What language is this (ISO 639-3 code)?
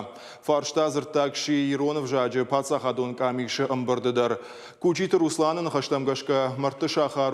oss